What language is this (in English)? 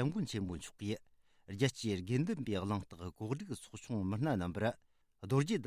Tibetan